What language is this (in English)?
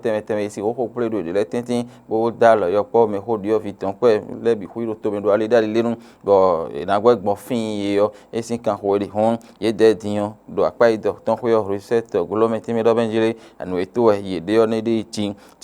Fon